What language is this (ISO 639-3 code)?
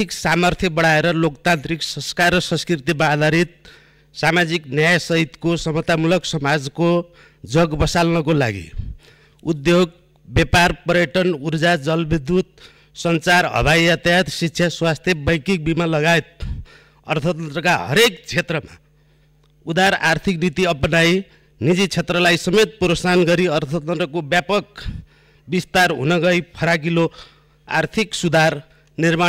nep